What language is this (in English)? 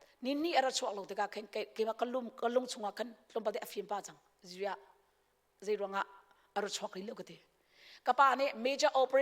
Hakha Chin